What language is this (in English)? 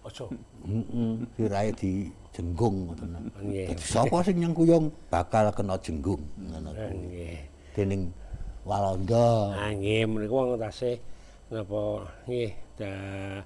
Javanese